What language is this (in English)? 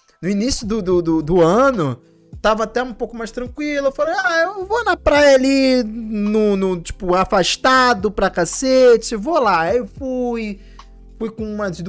Portuguese